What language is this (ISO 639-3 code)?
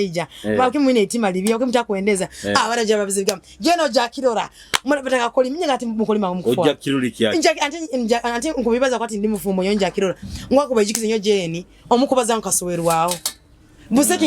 nyo